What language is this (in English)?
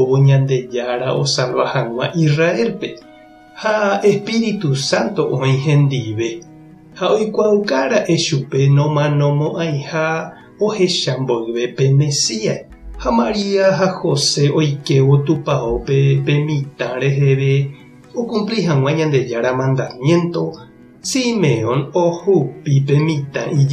Guarani